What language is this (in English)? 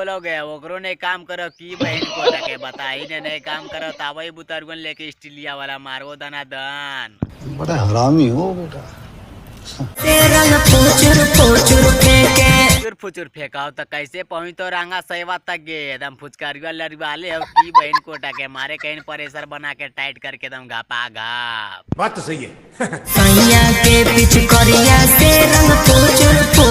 Magahi